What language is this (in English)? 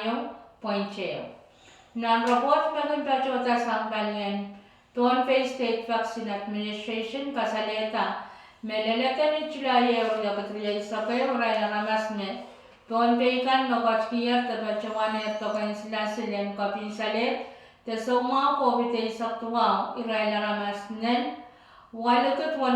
Pohnpeian